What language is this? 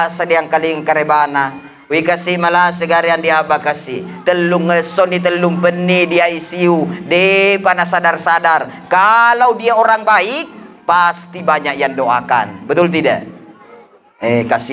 Buginese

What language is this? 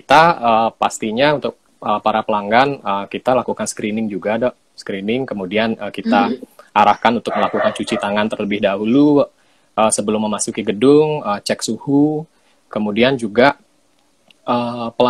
Indonesian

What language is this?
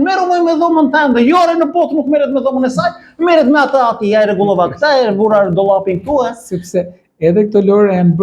Albanian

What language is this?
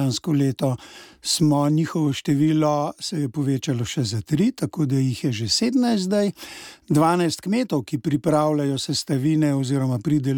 Slovenian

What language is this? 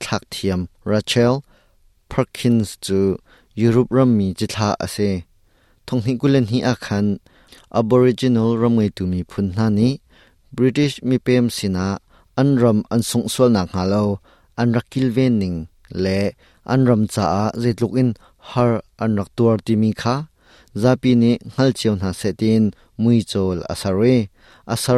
Hakha Chin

